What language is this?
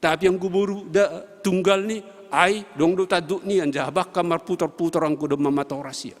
Batak Simalungun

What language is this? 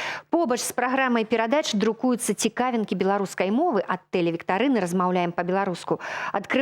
Belarusian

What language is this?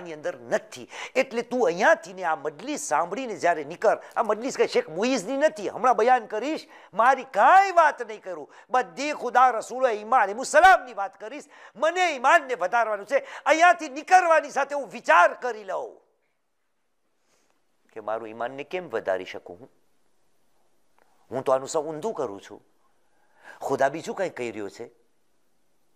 Gujarati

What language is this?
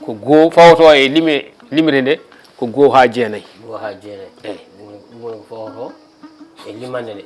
Fula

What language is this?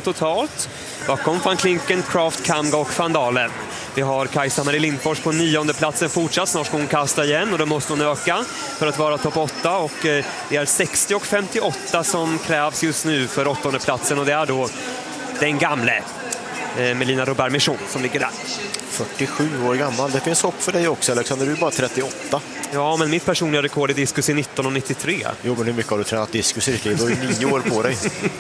Swedish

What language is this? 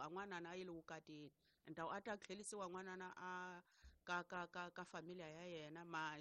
Tsonga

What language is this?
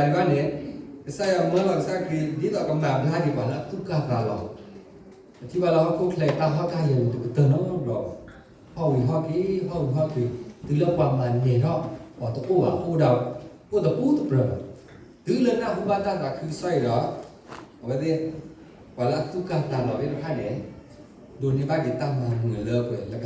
S'gaw Karen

